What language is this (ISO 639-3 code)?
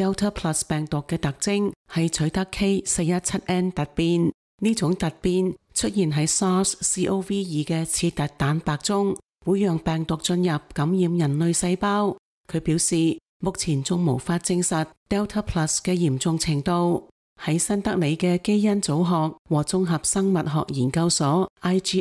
yue